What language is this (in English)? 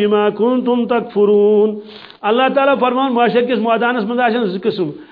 Kashmiri